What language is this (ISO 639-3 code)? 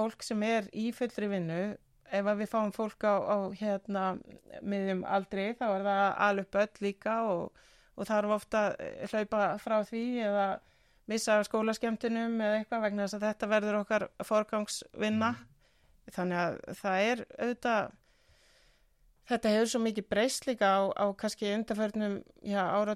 isl